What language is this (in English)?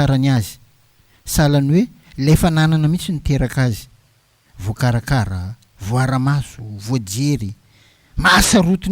Malagasy